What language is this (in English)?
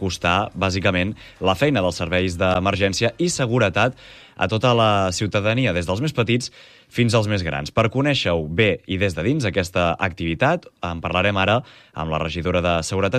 Catalan